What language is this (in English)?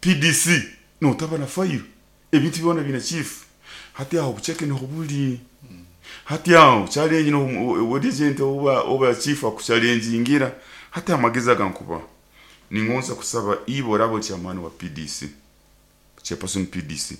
Nyoro